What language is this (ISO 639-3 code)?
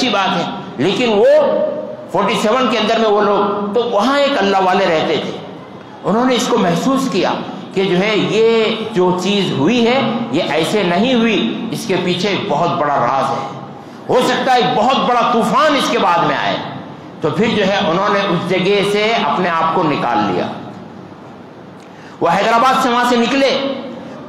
urd